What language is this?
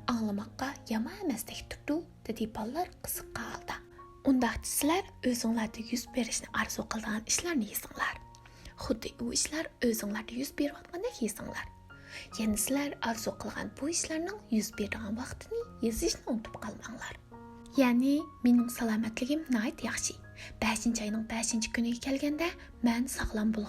Uyghur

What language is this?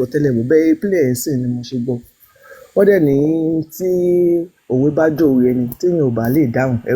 Yoruba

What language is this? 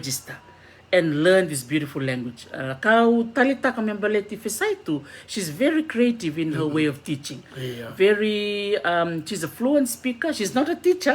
Fijian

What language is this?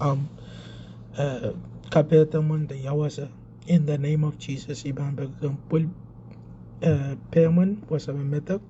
Pohnpeian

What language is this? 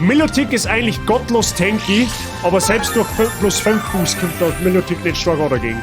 Bavarian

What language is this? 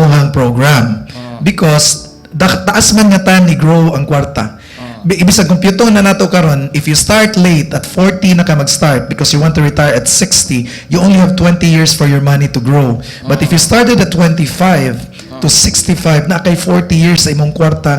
Cebuano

